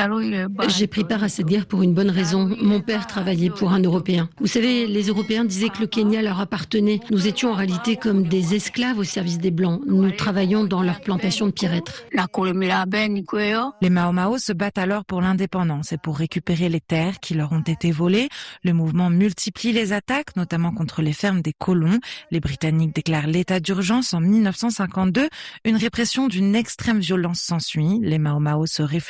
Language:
French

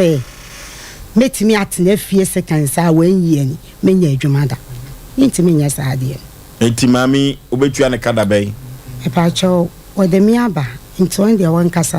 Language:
Akan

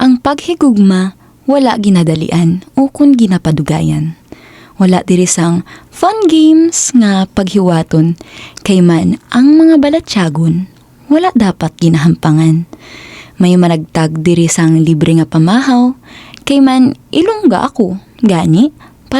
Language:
Hiligaynon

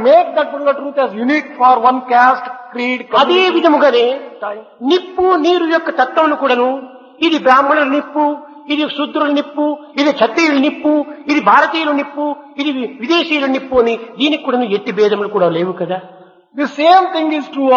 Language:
Telugu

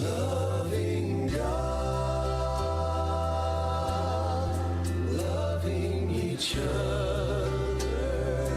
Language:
Gilbertese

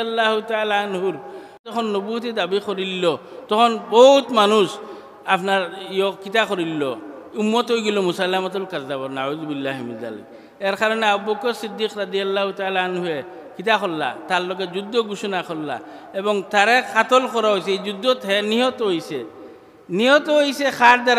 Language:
Sylheti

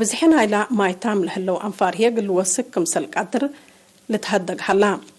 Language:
Tigre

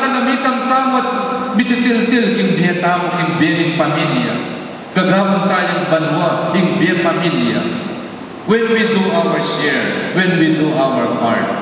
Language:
Pampanga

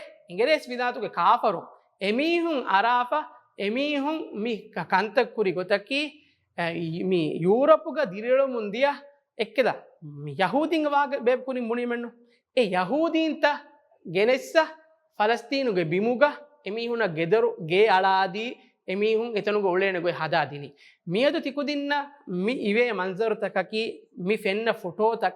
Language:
Divehi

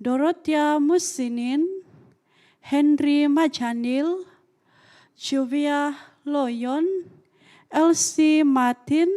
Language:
Central Dusun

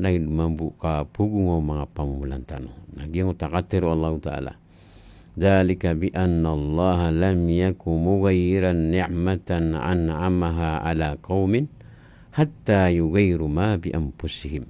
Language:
Maranao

